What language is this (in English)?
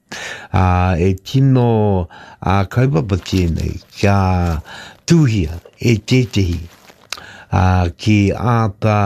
Māori